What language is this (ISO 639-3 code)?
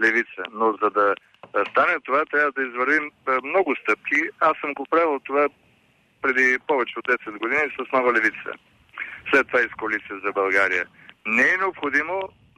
bul